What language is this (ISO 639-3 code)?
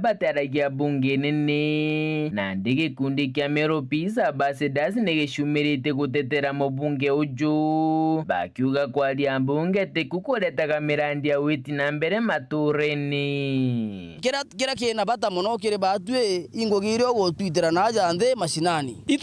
mer